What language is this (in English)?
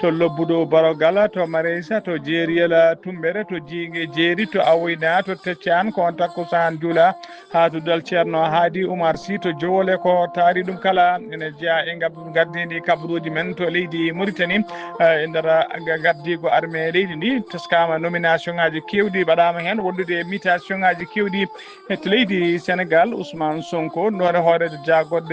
Fula